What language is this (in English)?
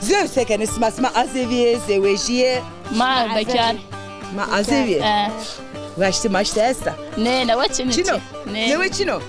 Zaza